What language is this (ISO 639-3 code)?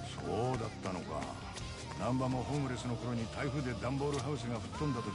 jpn